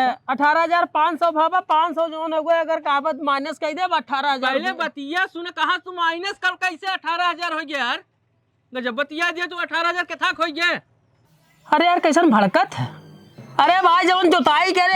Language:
Awadhi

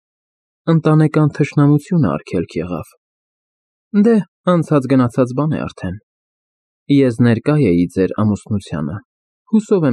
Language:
Armenian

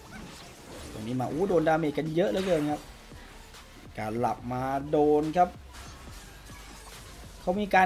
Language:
Thai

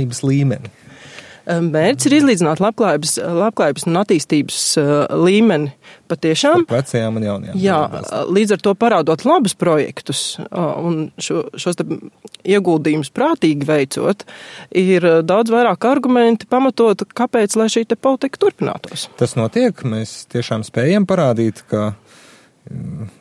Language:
Latvian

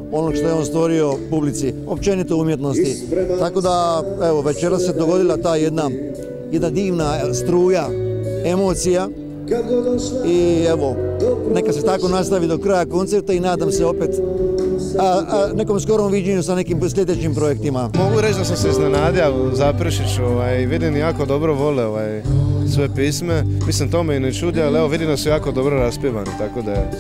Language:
Croatian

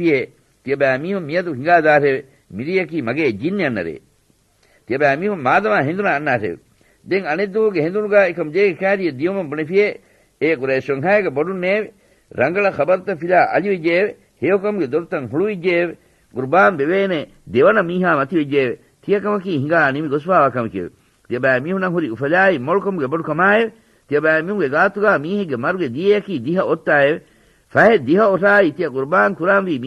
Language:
Divehi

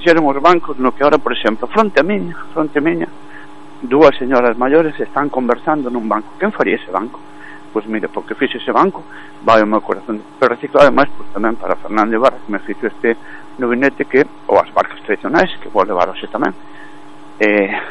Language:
Galician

